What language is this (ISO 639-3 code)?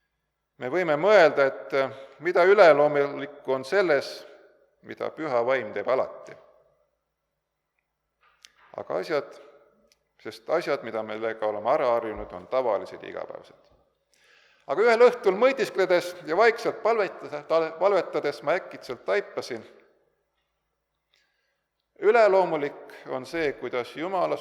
est